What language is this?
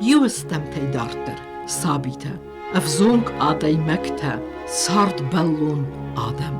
Ossetic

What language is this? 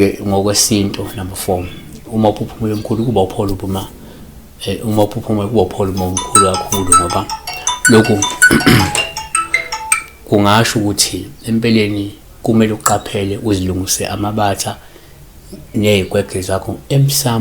Zulu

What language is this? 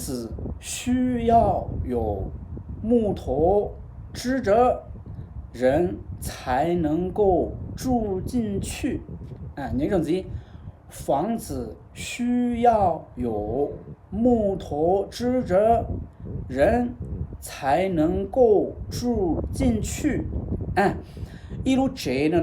Hmong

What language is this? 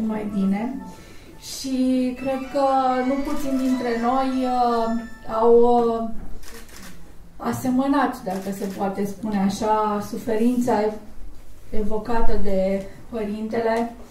Romanian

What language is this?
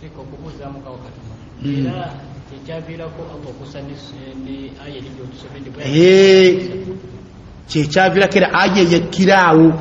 Ganda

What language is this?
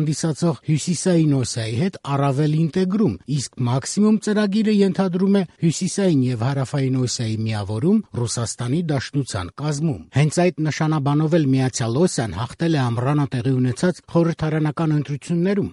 Armenian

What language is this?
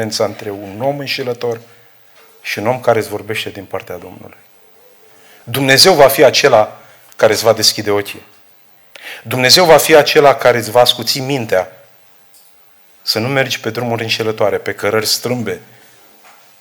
Romanian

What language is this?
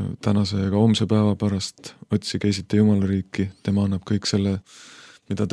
Estonian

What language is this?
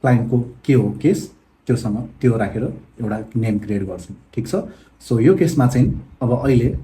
Nepali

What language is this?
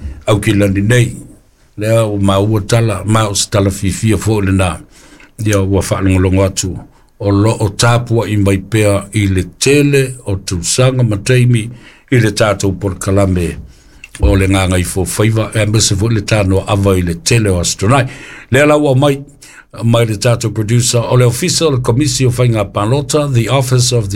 Samoan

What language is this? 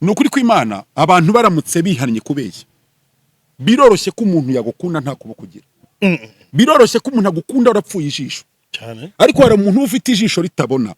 Kinyarwanda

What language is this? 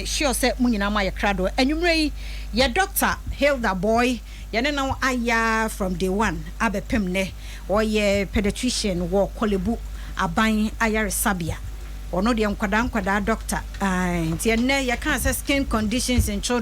Akan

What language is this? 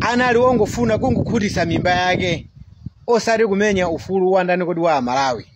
Nyanja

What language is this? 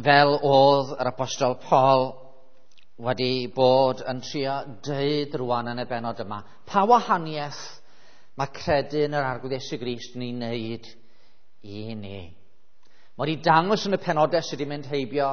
Welsh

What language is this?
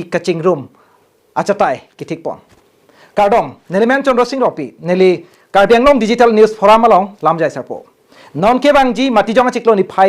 Karbi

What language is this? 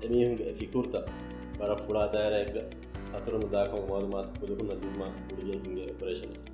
Divehi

